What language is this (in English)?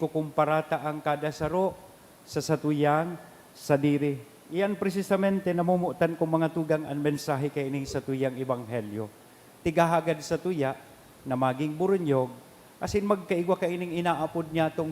Bikol